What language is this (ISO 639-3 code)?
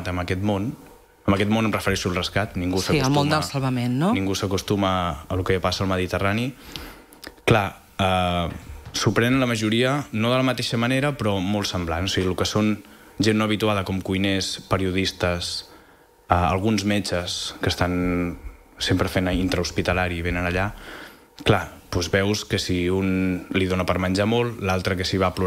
cat